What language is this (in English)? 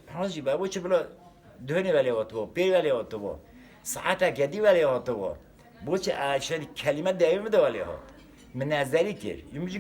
Kurdish